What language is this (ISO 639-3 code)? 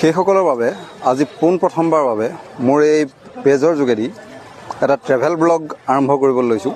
asm